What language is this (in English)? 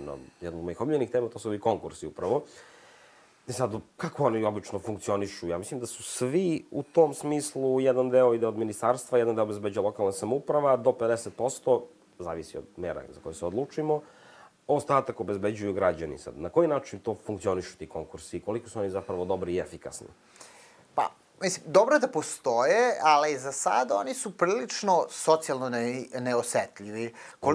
Serbian